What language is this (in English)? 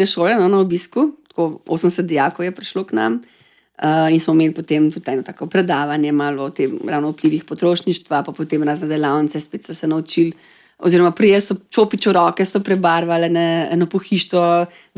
Slovenian